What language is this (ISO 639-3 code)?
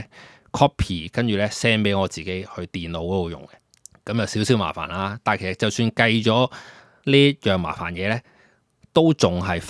yue